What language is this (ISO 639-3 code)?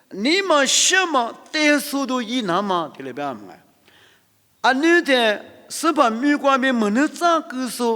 lis